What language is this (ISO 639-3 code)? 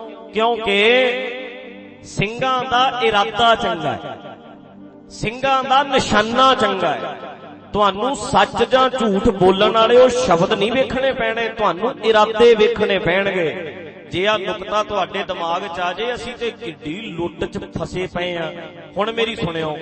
pan